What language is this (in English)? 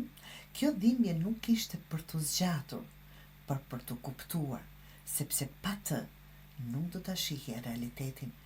Albanian